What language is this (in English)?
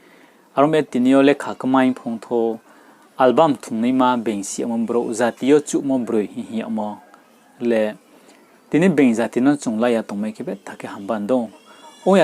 Riang (India)